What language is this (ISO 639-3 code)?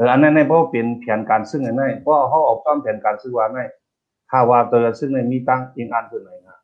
shn